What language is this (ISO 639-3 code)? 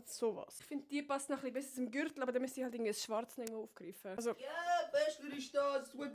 gsw